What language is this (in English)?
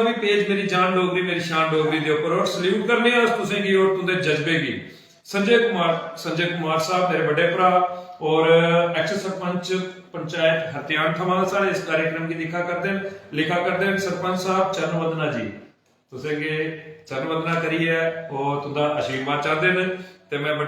Dogri